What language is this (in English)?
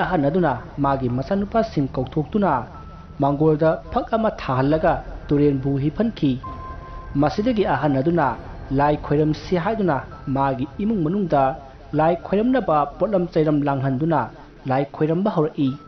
Manipuri